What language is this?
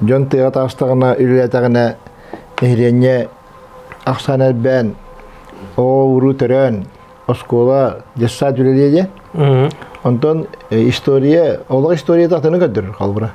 Yakut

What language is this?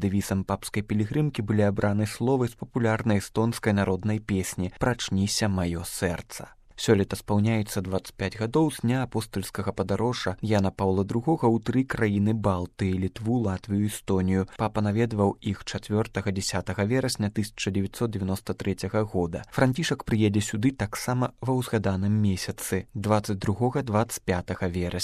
Belarusian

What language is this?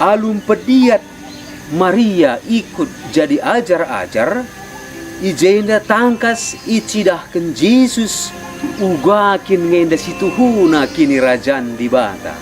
Batak Karo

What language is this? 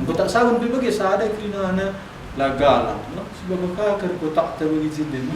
Batak Karo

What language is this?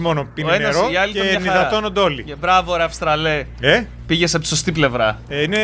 Greek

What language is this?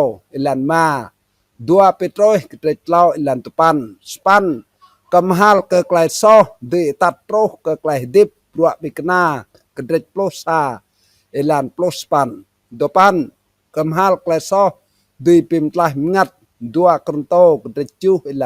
Rade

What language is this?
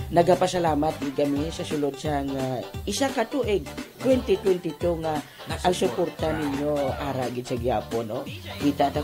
Hiligaynon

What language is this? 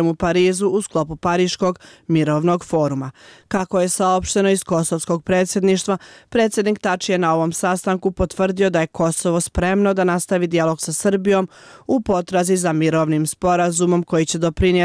Bosnian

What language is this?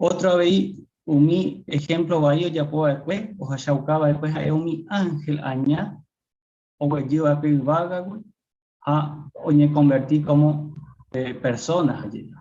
Guarani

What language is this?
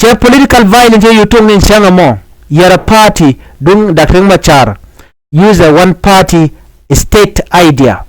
Nuer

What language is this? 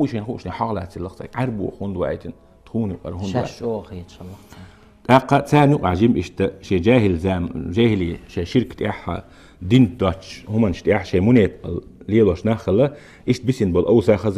Chechen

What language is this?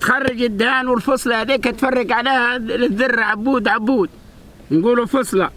Tunisian Arabic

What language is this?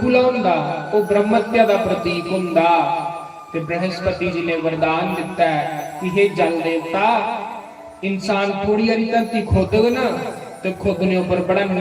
Dogri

